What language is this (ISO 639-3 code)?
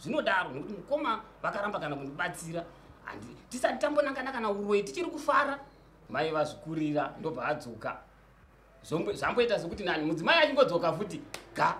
sna